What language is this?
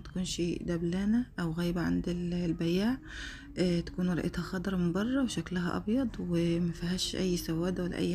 Egyptian Arabic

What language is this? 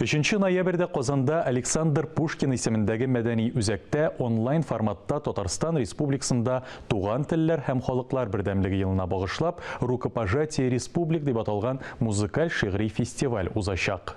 Tatar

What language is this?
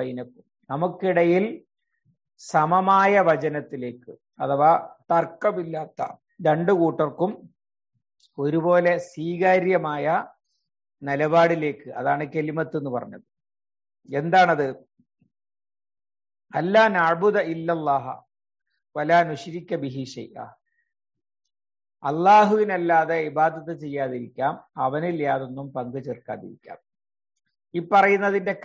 Malayalam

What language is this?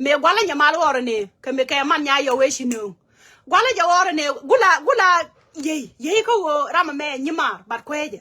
Nuer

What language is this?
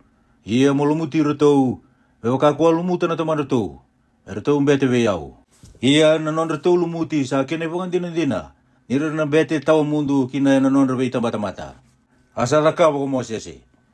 Fijian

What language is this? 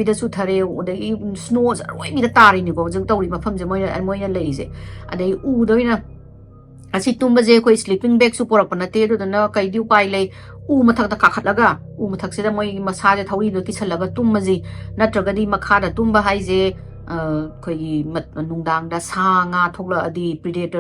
Manipuri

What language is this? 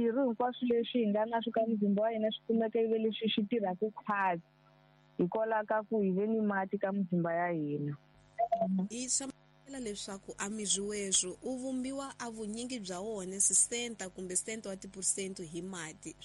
Tsonga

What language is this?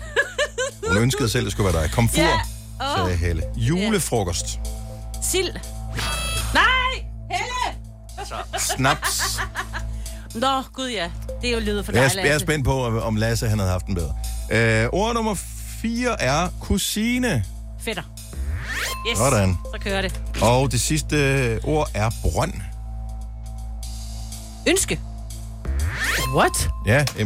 Danish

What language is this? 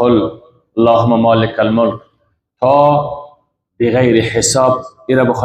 Persian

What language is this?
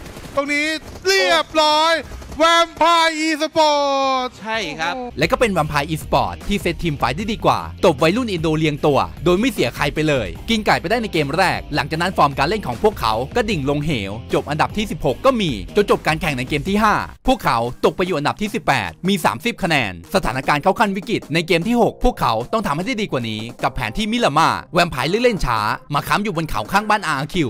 Thai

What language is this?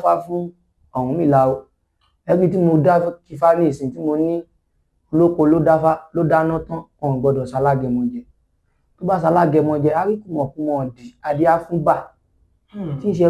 Yoruba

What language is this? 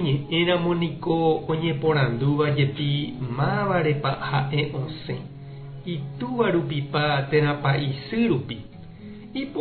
Guarani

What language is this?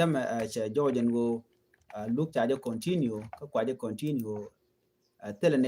Nuer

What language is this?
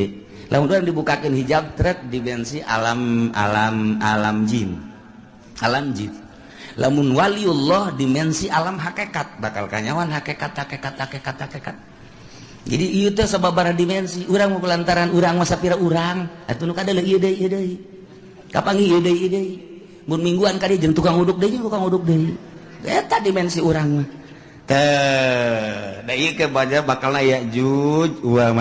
Sundanese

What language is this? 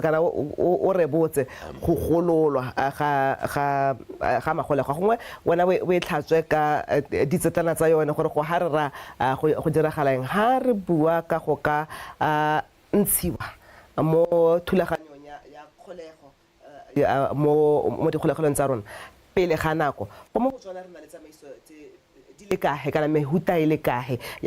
Tswana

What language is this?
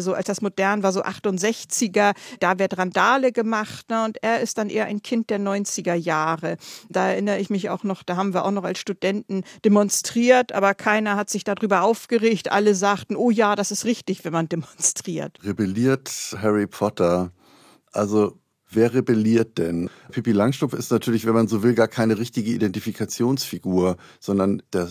German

